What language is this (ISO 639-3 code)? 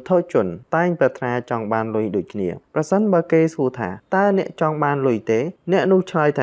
khm